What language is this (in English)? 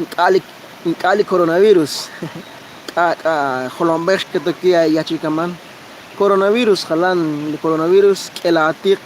Kekchí